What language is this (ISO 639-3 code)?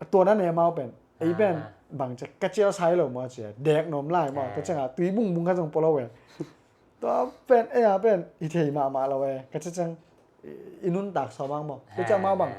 ctd